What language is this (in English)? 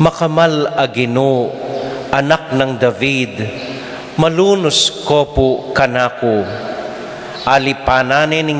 Pampanga